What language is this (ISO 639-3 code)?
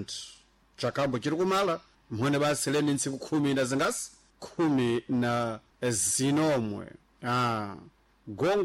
seh